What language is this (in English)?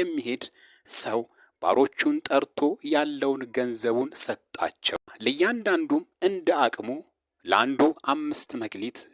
Amharic